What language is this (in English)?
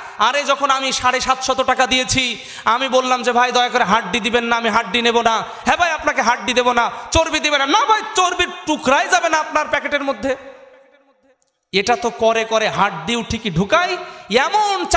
Bangla